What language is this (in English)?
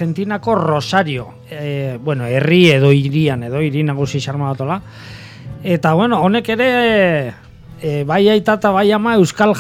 Basque